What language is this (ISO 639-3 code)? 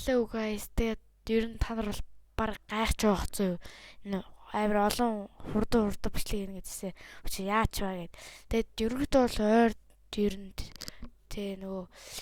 mon